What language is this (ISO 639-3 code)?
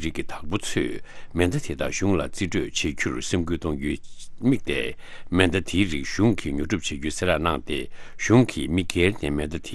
bod